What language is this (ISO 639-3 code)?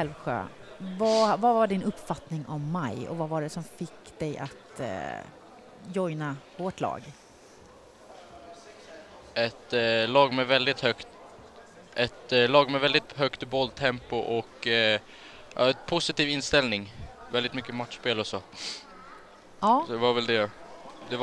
swe